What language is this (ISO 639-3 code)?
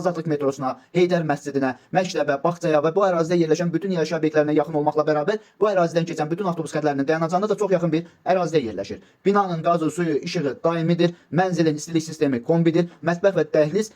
aze